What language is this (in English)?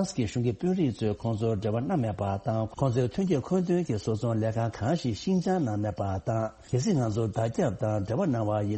Tibetan